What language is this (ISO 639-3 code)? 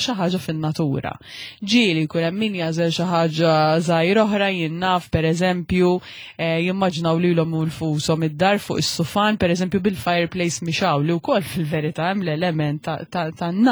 mlt